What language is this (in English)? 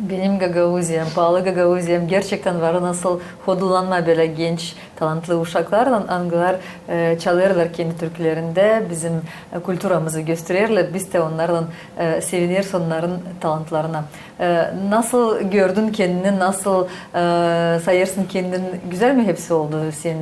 Gagauz